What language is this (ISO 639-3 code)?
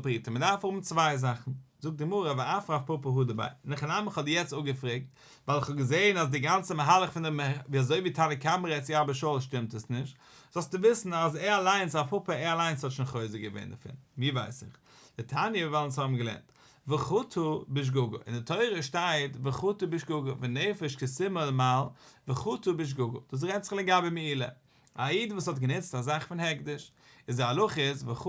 yid